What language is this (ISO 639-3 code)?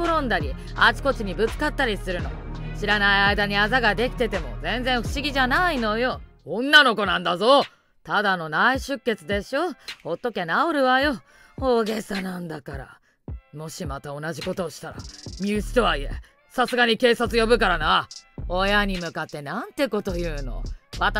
jpn